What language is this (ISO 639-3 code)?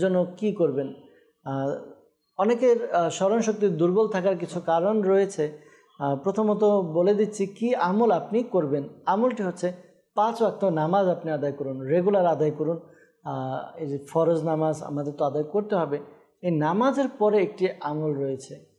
ben